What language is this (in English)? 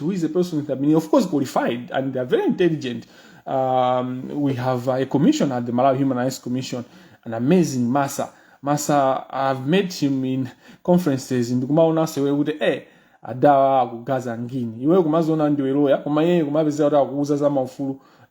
Nyanja